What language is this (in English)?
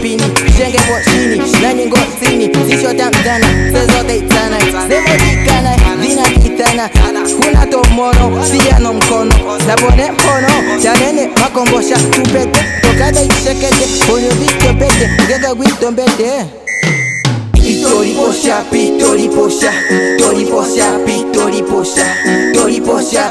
Swahili